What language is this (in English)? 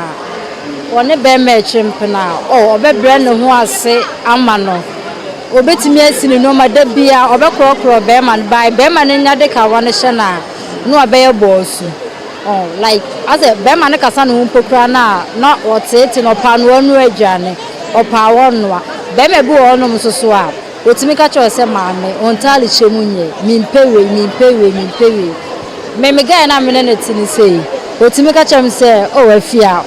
Akan